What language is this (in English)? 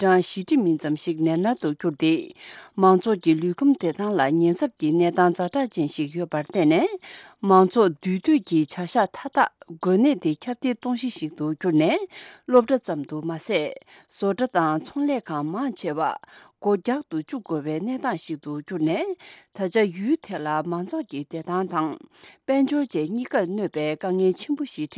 Tibetan